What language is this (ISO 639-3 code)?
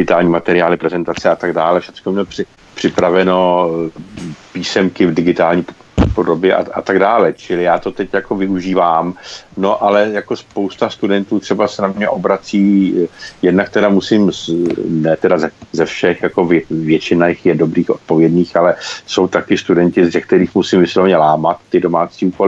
ces